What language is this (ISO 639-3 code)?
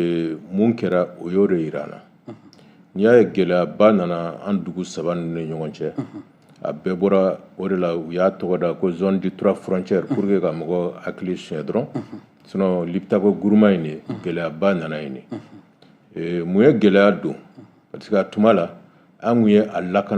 bam